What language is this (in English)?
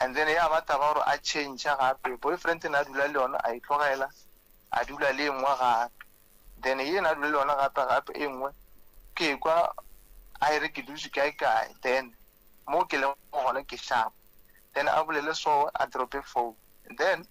Northern Sotho